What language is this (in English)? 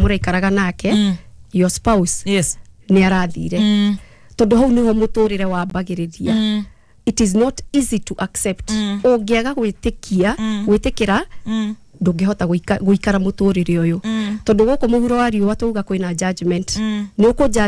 Kikuyu